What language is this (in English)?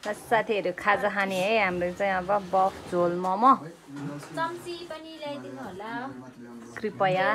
Nepali